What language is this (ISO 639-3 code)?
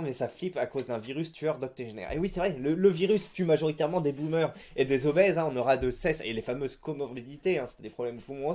fra